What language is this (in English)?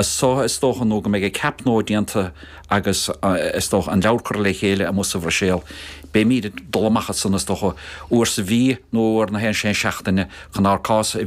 Irish